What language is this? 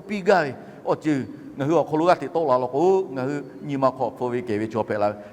Lahu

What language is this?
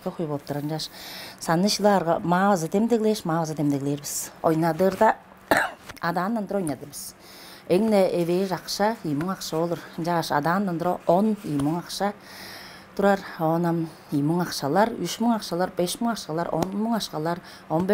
Tuvinian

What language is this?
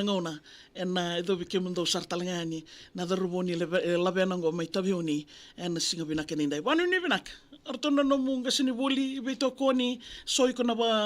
Fijian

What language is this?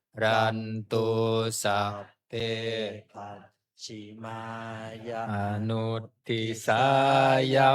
Pali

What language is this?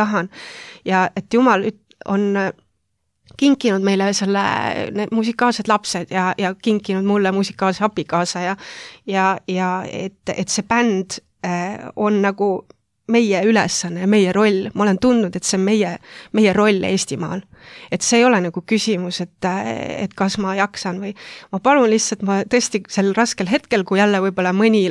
Estonian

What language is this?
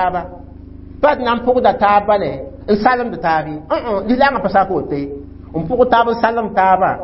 Mossi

